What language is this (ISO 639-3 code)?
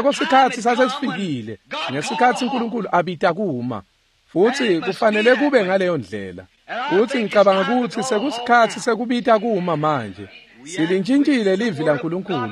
ssw